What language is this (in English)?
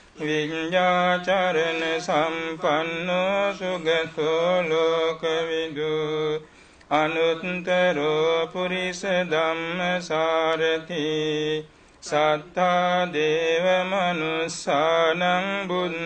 Pali